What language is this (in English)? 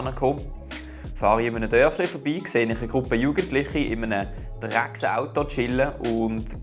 Swiss German